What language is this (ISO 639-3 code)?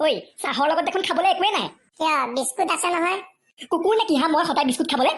asm